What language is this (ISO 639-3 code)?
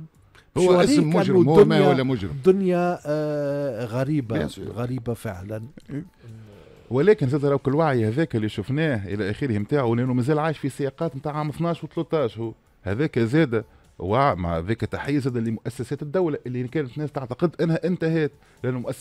aeb